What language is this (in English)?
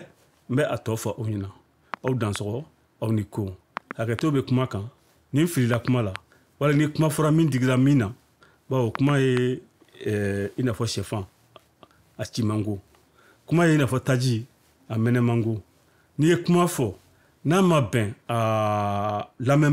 Bambara